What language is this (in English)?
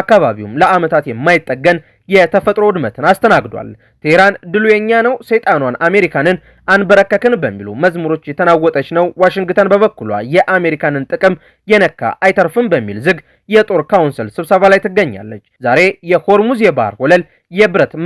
Amharic